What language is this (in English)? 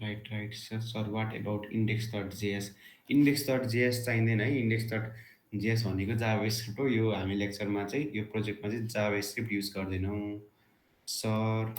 Nepali